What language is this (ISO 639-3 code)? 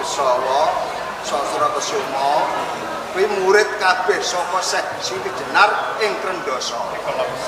jav